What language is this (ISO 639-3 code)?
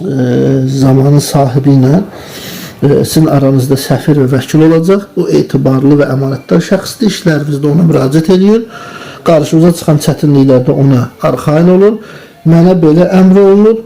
aze